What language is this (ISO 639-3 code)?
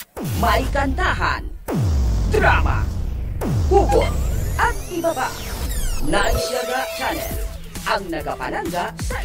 hil